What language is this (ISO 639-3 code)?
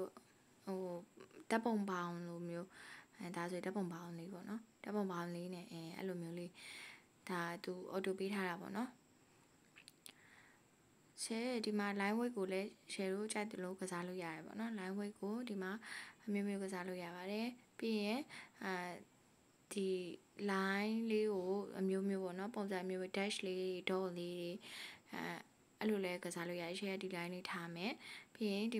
mya